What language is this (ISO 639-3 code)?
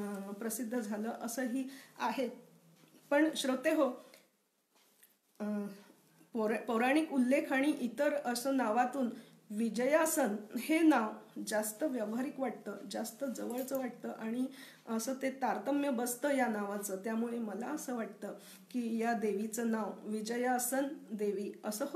mar